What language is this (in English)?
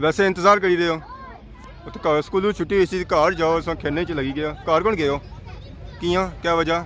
Pahari-Potwari